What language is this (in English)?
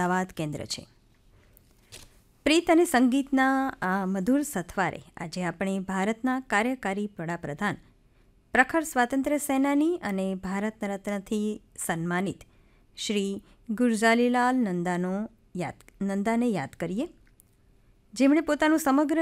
Gujarati